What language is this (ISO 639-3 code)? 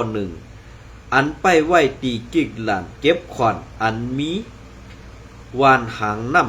shn